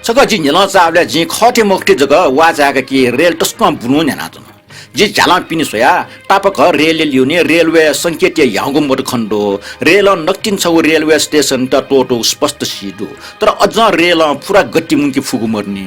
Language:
Newari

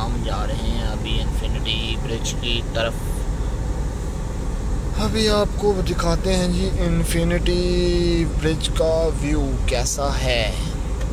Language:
Hindi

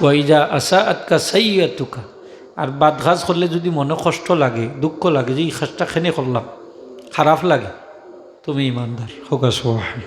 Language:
Sylheti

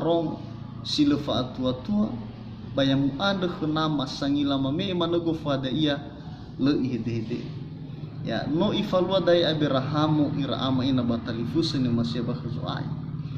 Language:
Nias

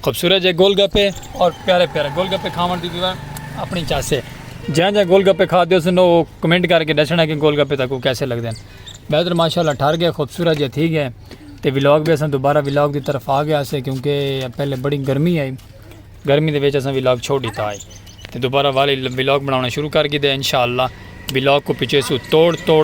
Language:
Saraiki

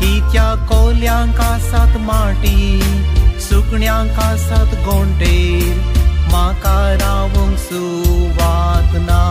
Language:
Konkani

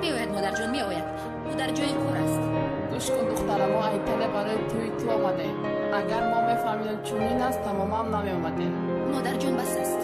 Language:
Tajik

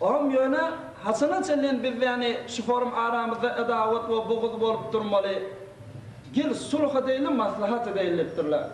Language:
Turkmen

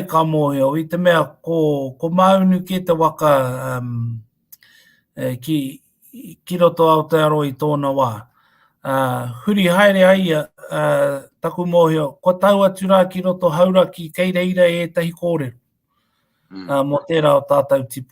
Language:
Māori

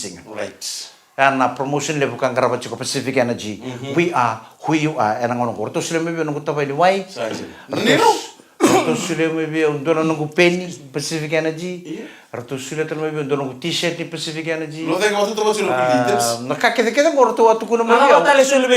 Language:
Fijian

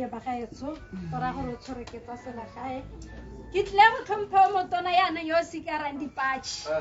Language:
Tswana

